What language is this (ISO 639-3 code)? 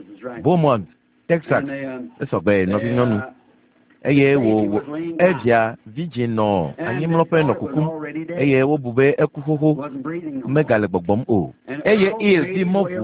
ewe